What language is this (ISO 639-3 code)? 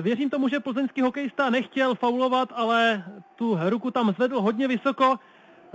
ces